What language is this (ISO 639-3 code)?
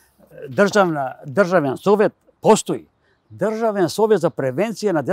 mkd